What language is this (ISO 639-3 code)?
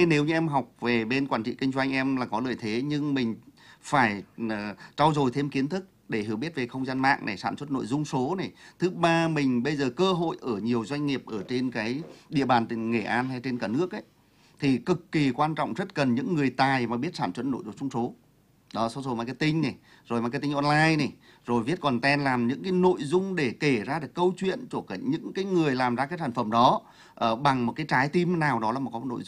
vie